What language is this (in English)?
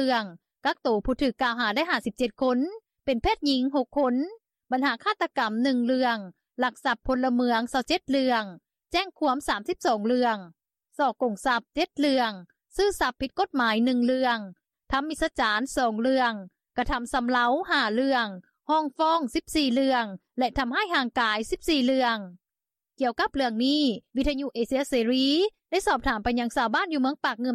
Lao